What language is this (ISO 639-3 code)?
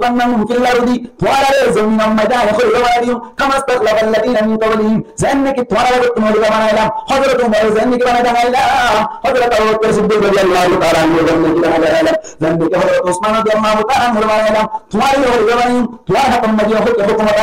rhg